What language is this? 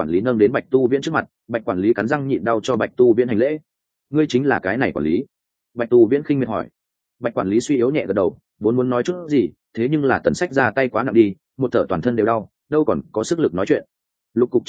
Vietnamese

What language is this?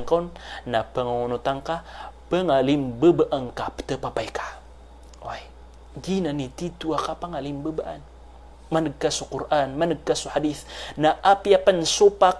Maranao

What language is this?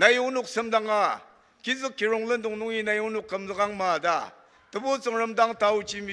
Ao Naga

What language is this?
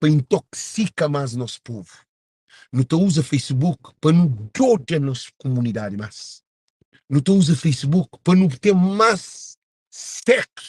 Kabuverdianu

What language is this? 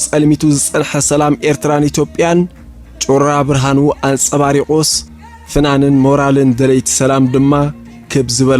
Tigrinya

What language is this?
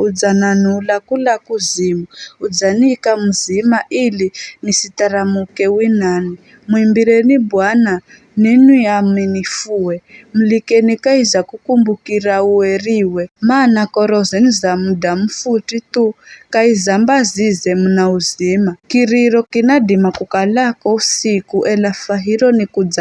Giryama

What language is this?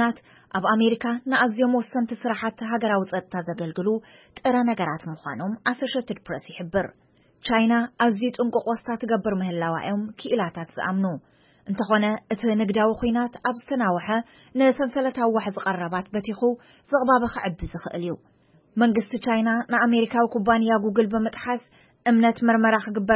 Tigrinya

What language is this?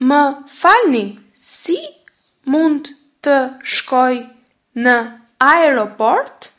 Albanian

